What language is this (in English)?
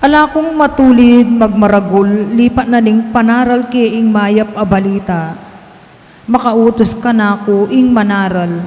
Pampanga